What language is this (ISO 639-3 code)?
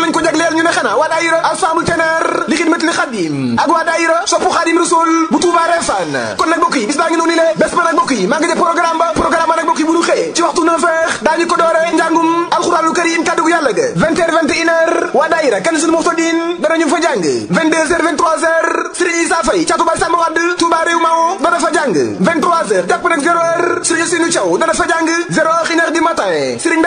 wol